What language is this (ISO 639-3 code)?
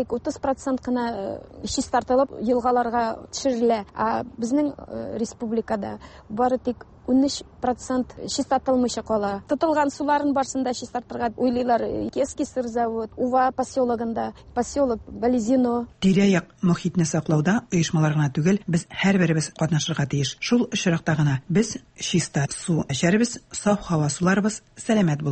tat